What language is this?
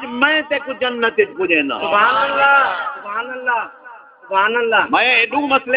Saraiki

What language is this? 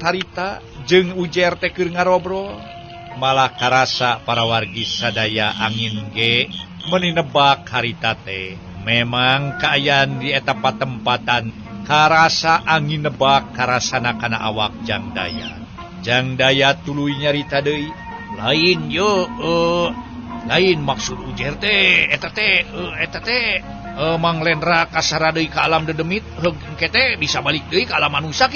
Sundanese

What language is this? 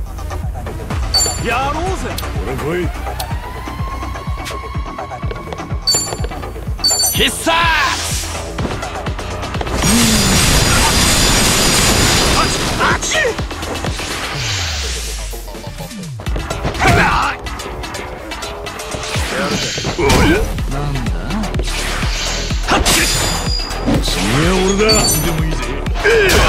Japanese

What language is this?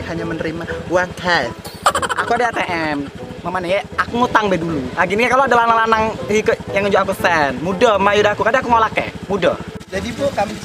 Musi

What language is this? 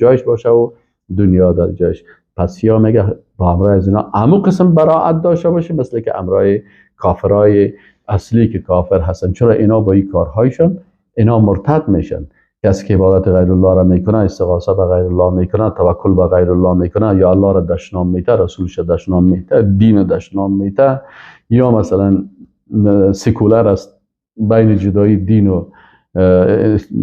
Persian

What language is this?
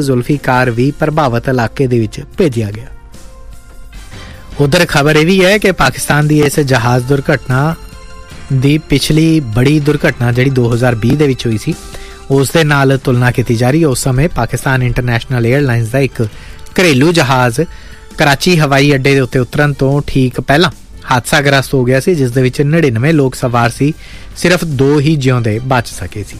Punjabi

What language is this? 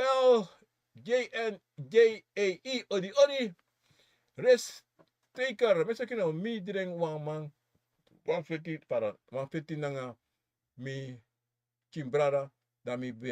Sranan Tongo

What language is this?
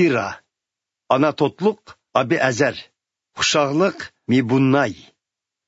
Uyghur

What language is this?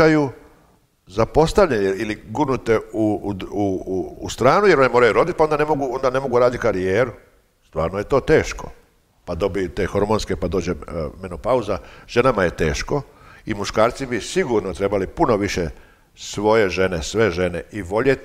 Croatian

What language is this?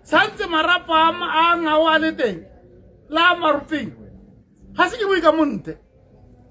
Tswana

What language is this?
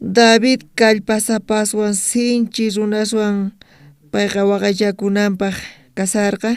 South Bolivian Quechua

